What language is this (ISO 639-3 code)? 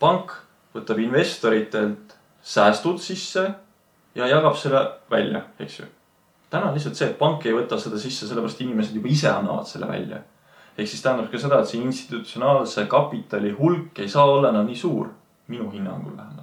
est